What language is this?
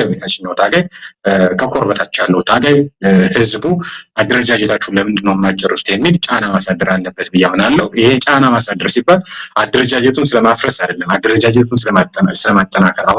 Amharic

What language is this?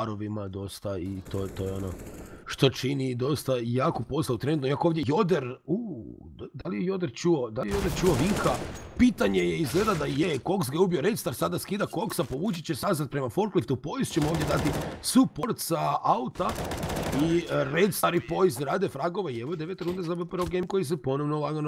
Croatian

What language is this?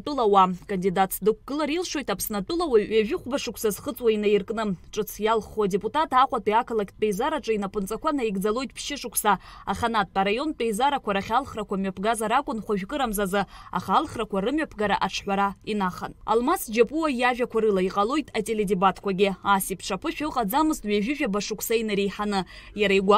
Abkhazian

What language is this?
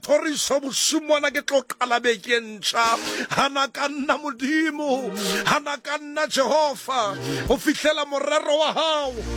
Southern Sotho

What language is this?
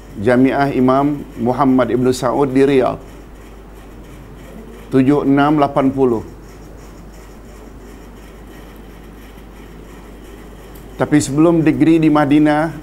Malay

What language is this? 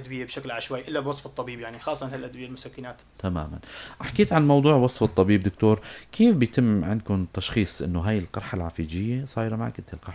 North Levantine Arabic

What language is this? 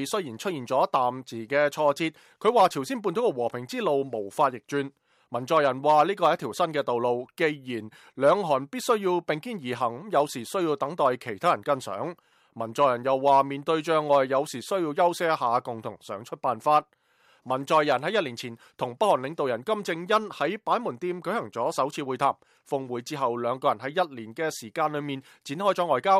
Cantonese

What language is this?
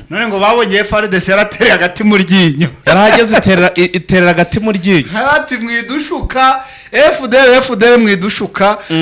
Kinyarwanda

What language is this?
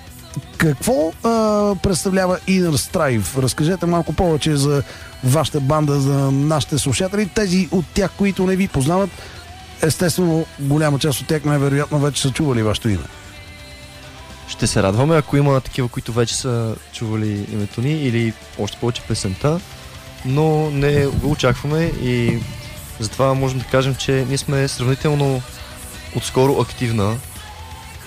Bulgarian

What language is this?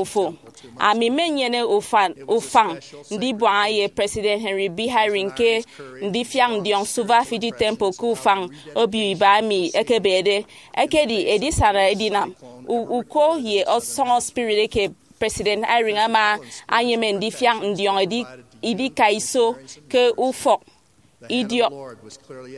Efik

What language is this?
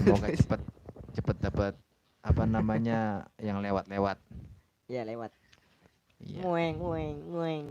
Betawi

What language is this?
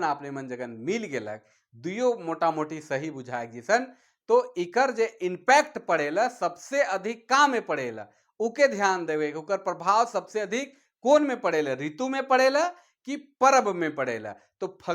Sadri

